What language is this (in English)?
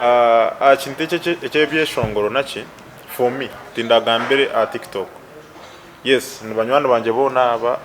Nyankole